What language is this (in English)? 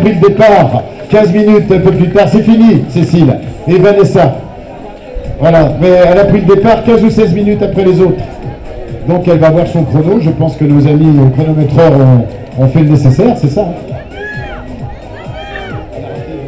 French